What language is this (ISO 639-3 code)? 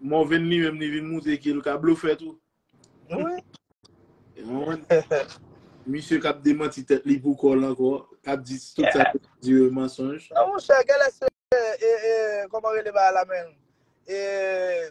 hat